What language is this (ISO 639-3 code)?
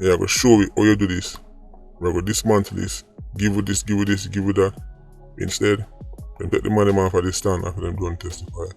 jam